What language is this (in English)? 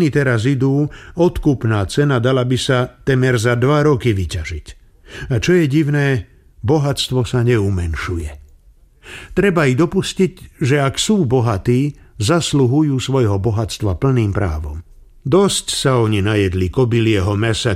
Slovak